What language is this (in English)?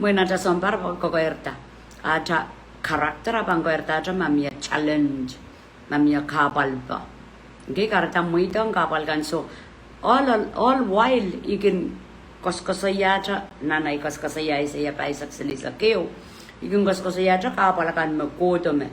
Pohnpeian